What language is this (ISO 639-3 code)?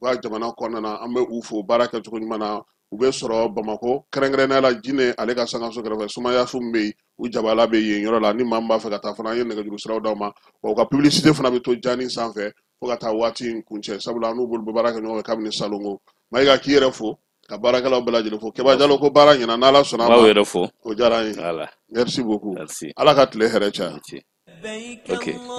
bam